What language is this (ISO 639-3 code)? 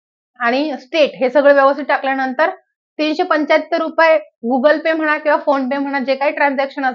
mar